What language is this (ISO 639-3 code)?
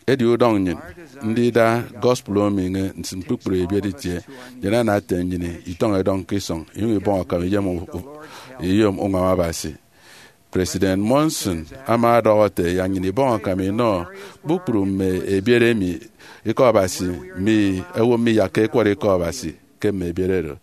efi